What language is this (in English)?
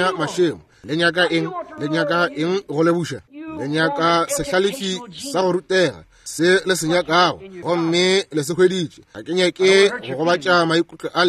Northern Sotho